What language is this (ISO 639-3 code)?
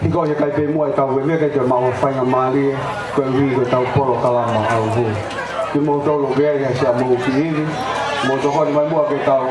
ton